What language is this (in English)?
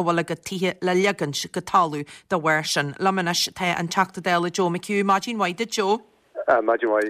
Irish